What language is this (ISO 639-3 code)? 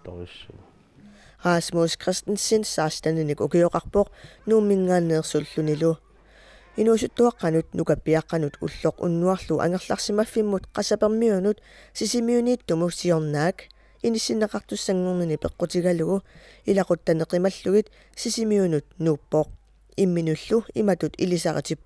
kal